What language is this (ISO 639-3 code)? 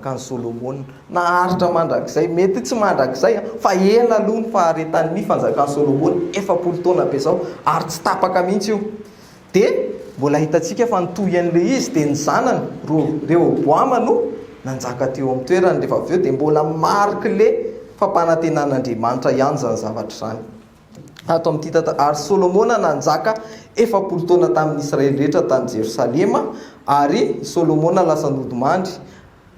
mlg